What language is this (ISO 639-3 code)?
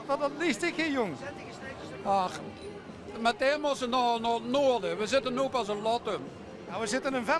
lim